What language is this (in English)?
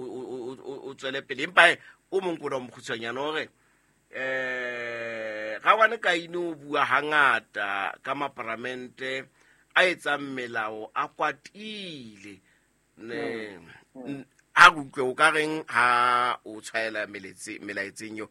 Southern Sotho